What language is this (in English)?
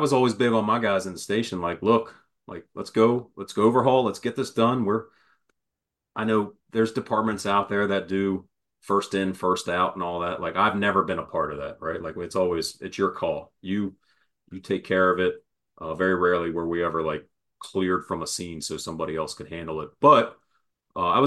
English